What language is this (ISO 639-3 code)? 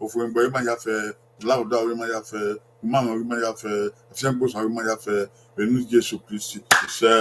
bin